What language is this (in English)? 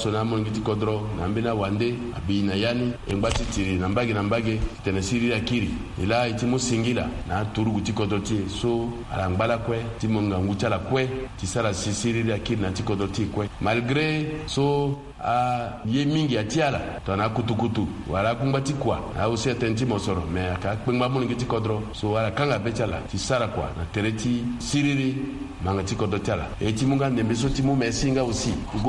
Sango